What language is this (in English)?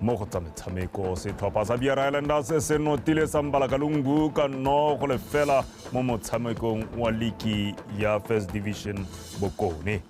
Tswana